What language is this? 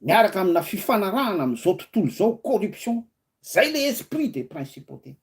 Malagasy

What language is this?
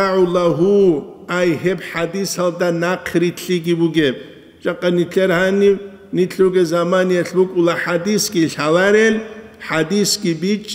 Avaric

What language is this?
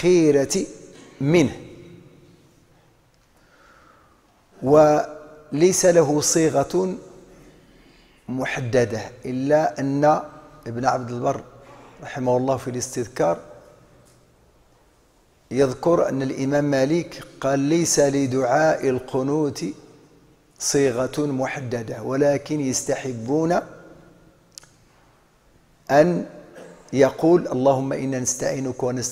Arabic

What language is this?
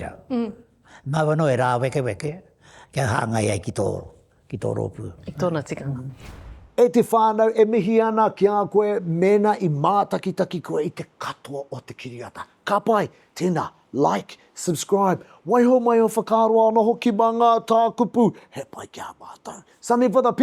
Māori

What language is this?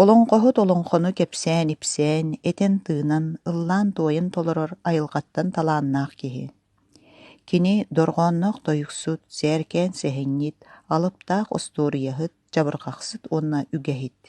Yakut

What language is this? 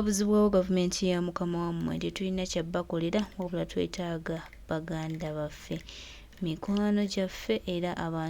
Ganda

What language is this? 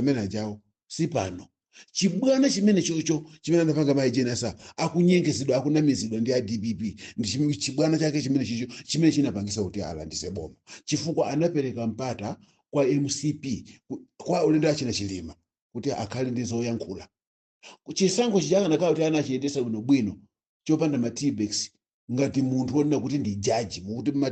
Nyanja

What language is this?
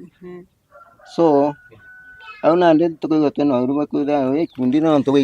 Meru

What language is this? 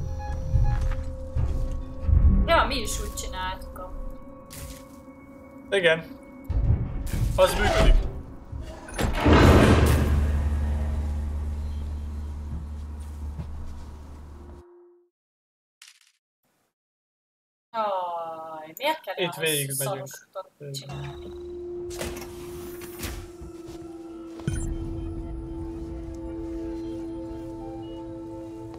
Hungarian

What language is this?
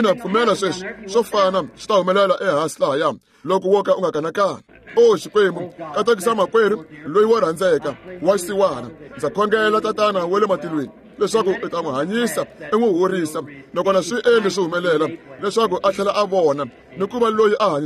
Tsonga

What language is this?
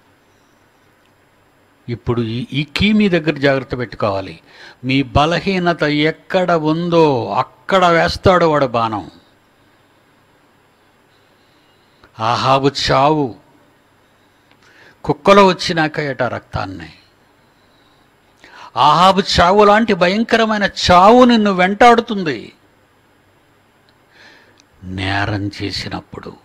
Telugu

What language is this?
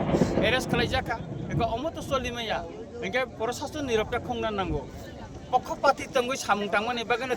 Kok Borok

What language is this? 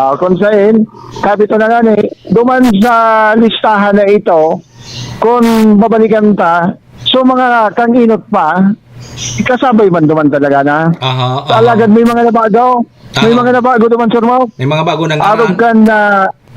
Bikol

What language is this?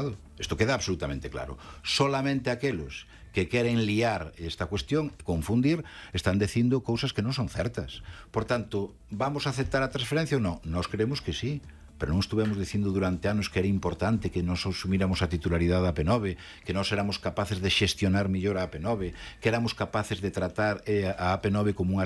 Galician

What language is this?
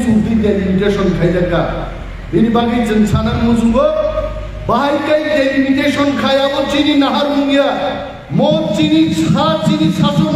Kok Borok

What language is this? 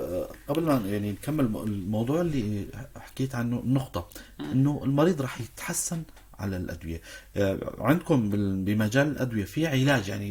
North Levantine Arabic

